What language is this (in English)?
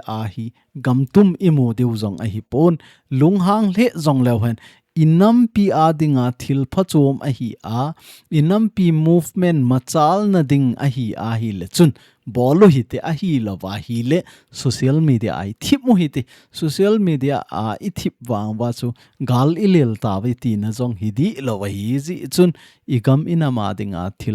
Thado Chin